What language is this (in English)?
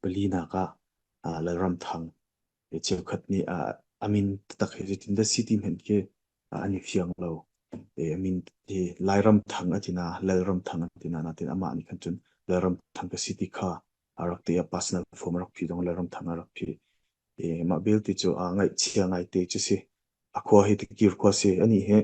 Hakha Chin